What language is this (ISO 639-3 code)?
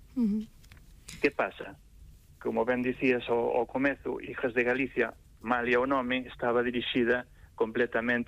glg